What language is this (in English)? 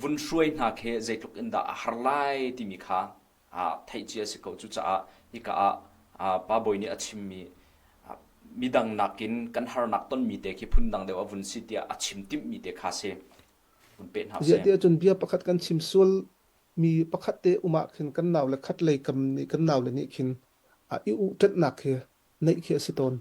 Hakha Chin